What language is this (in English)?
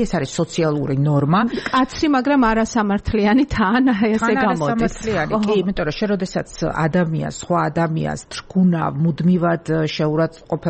Georgian